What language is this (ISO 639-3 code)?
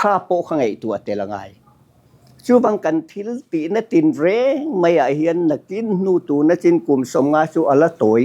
lus